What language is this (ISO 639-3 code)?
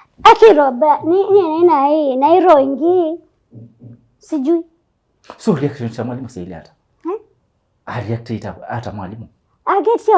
kam